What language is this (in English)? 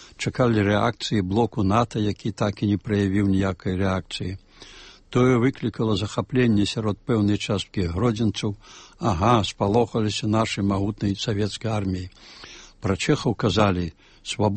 Belarusian